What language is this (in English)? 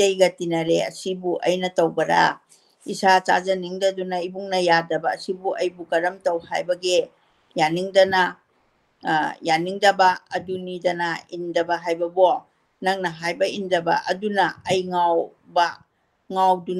Manipuri